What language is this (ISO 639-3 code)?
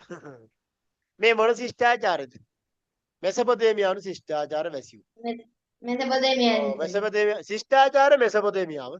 sin